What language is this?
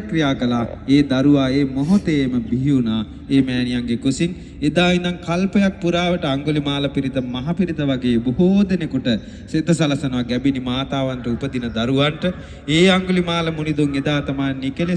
Sinhala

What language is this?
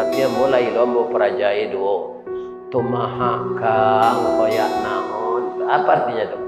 Minangkabau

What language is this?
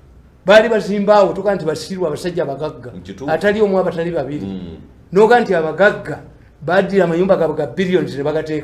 Ganda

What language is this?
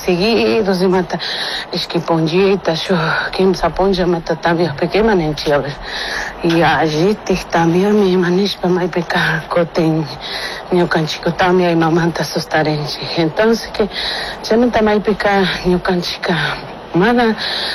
Chimborazo Highland Quichua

